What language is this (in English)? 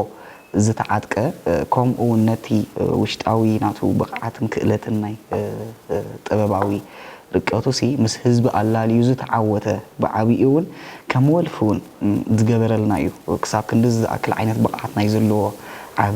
Tigrinya